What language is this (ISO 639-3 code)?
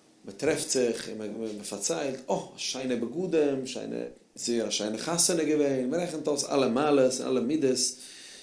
yid